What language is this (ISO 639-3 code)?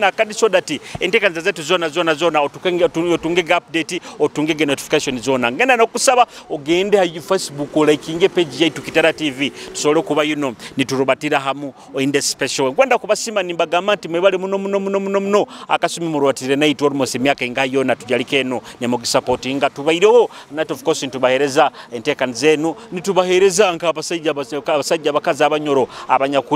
nyo